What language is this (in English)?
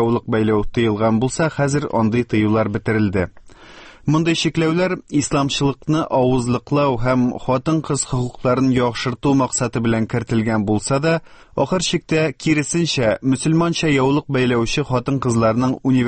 Tatar